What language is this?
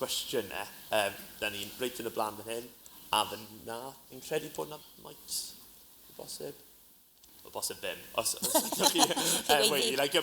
Welsh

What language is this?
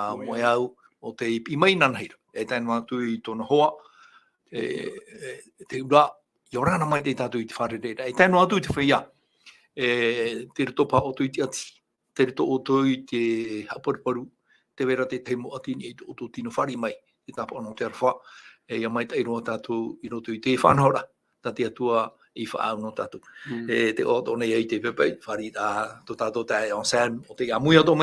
Tahitian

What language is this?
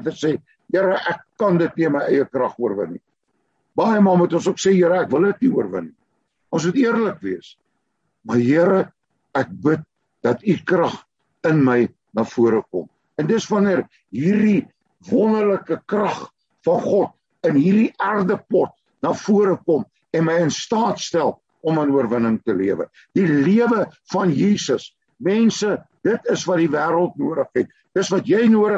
Afrikaans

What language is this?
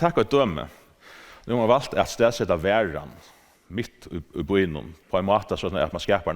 Faroese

